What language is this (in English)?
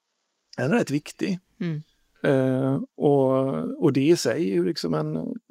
Swedish